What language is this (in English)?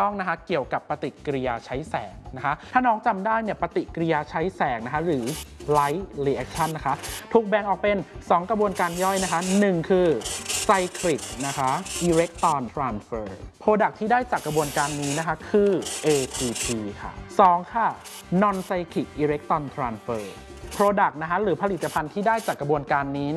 Thai